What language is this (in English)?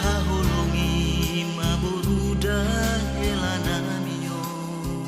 Batak Toba